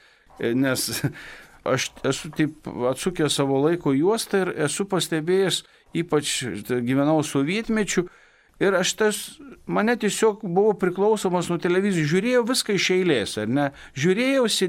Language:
Lithuanian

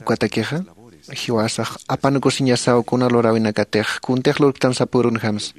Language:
Aymara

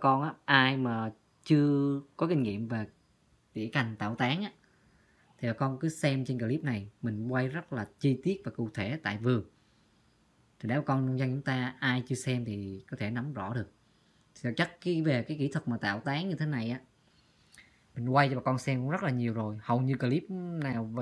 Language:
Vietnamese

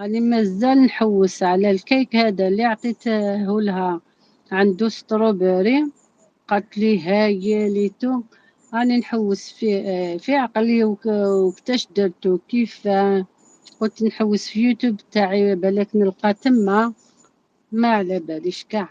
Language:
Algerian Arabic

